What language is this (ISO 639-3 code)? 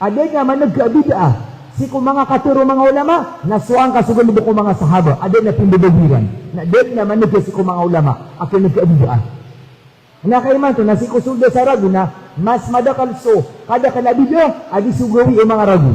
mrw